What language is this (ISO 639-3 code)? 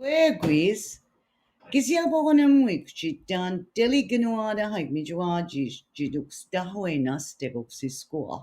mic